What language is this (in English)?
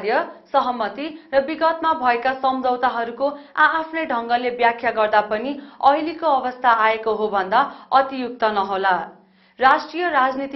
Nepali